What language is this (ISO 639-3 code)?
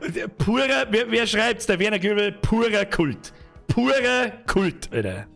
bar